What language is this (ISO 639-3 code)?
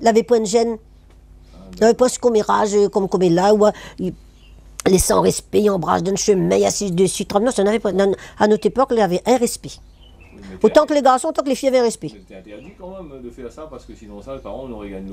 rcf